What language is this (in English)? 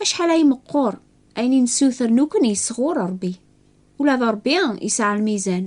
Kabyle